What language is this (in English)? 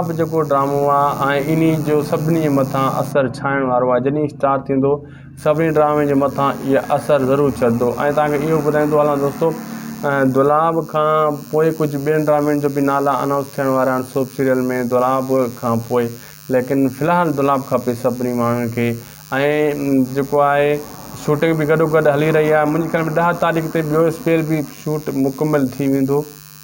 Sindhi